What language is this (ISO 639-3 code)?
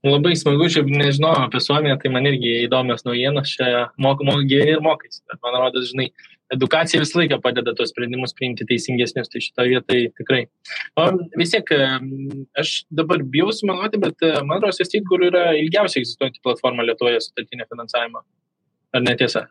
lit